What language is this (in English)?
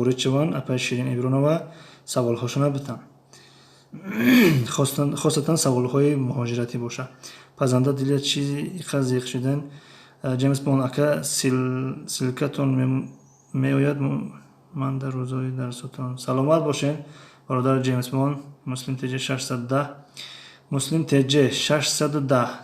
Tajik